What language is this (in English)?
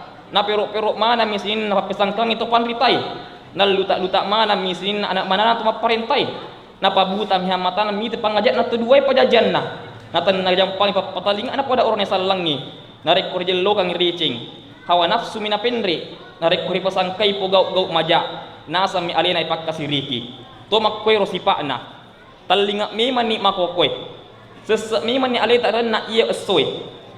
Buginese